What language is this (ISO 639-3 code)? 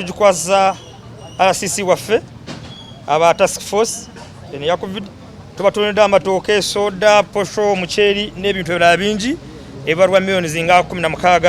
lug